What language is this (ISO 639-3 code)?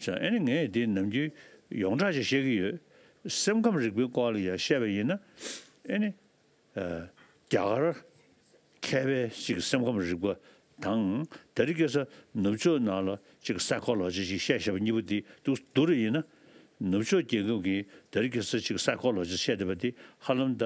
bod